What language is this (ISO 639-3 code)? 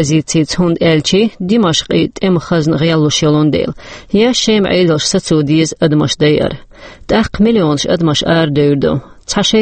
che